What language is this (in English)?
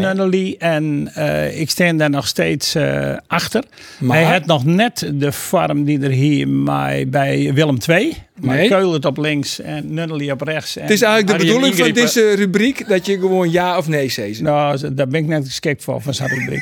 Western Frisian